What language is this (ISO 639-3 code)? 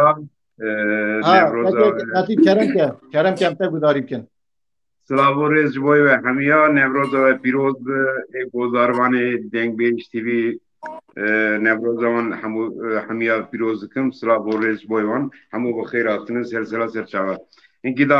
kur